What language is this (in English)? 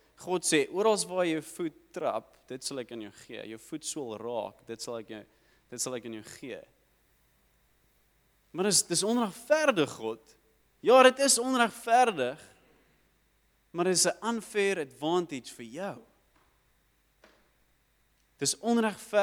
Afrikaans